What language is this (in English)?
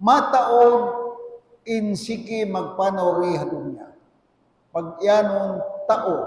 Tausug